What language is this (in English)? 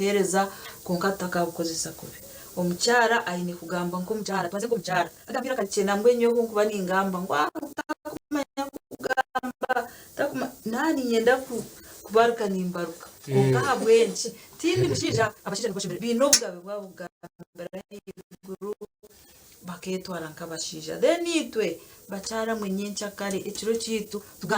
Nyankole